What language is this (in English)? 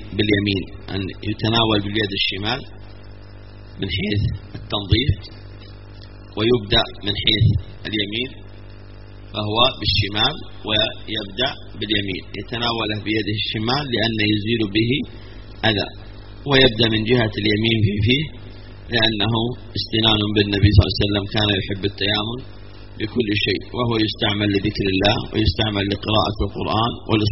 Arabic